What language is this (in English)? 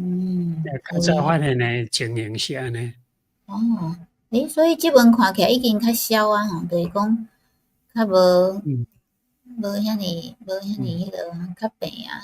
Min Nan Chinese